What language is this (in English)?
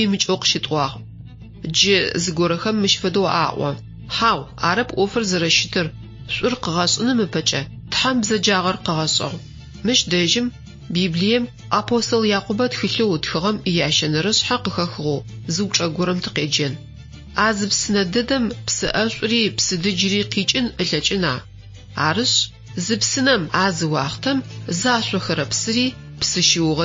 Adyghe